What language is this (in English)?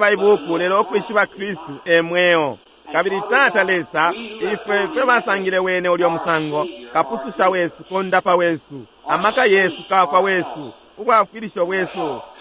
Bemba